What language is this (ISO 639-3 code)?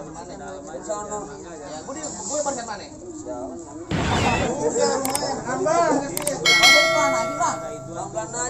bew